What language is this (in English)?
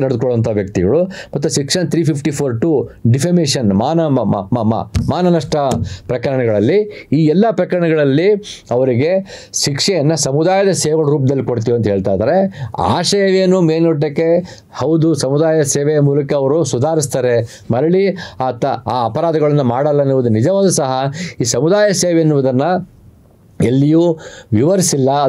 Kannada